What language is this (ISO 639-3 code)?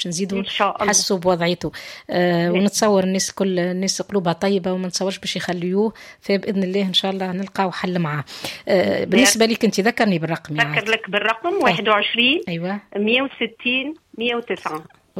aeb